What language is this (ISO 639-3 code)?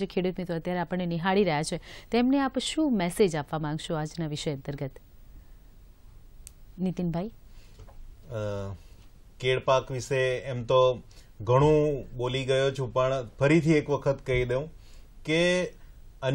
guj